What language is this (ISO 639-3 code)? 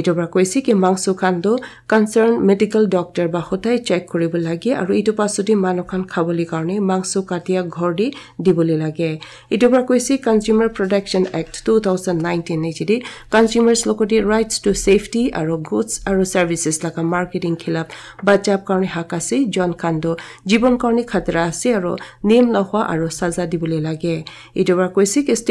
nag